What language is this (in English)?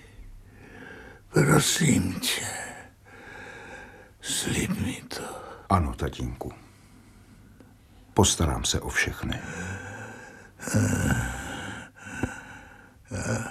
Czech